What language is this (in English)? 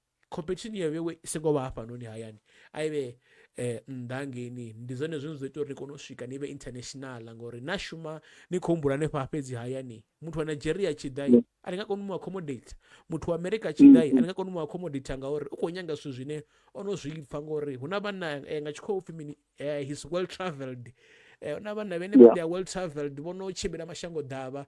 Venda